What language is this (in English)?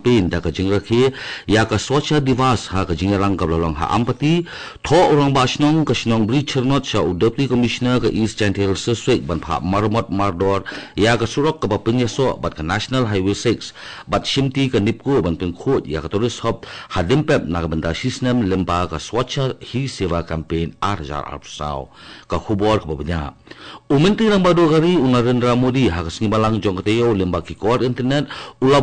Khasi